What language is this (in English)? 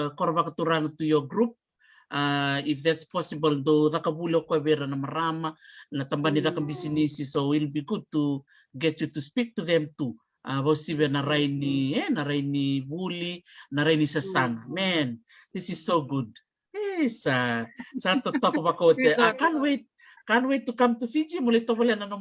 Fijian